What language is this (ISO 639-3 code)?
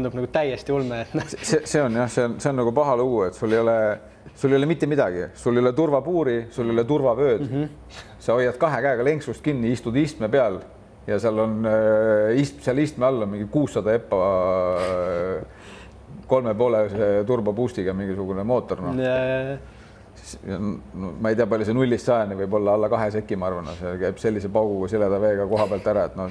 est